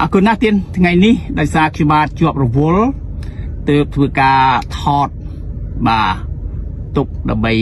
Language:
Khmer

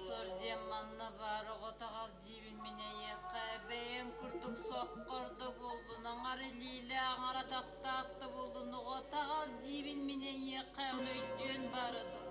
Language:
Yakut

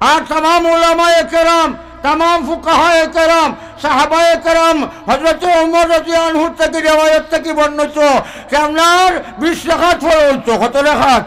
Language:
Sylheti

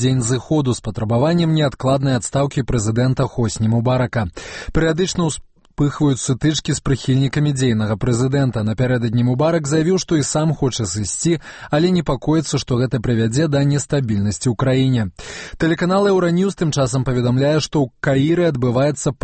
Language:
Belarusian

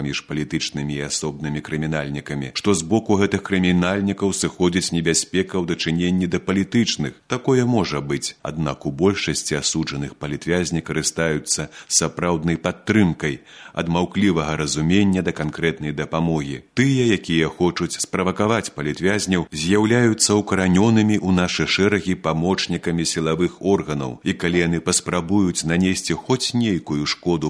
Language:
Belarusian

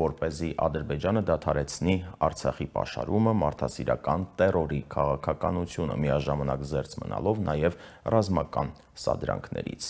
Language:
Armenian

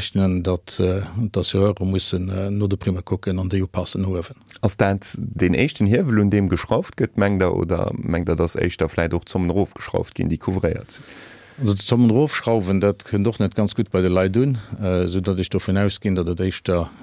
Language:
Luxembourgish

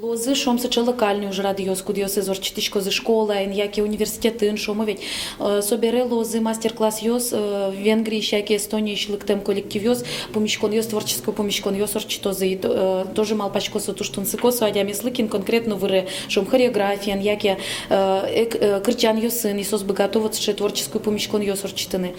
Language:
Udmurt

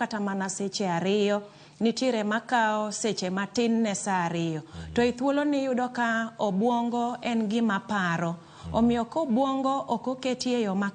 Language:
Luo (Kenya and Tanzania)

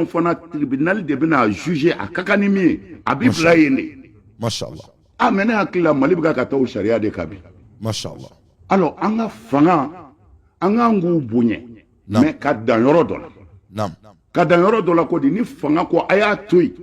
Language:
Bambara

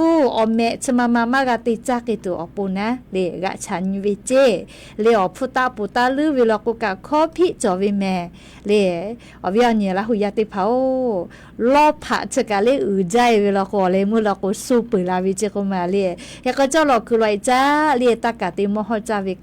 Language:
Lahu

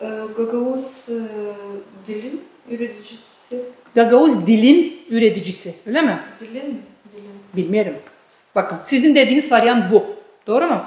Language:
Gagauz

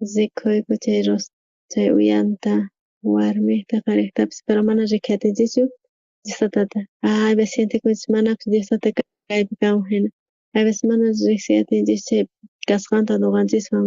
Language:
South Bolivian Quechua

